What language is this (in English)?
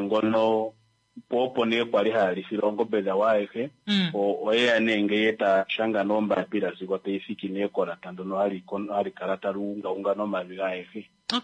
Kuanyama